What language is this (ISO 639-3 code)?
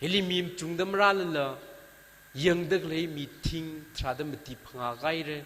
nmf